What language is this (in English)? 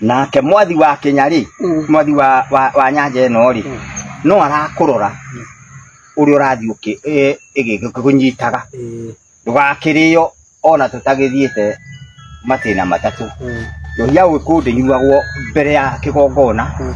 Kikuyu